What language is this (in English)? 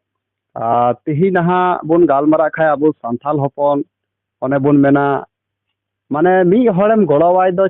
Santali